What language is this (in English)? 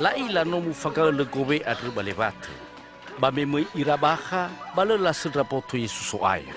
Nias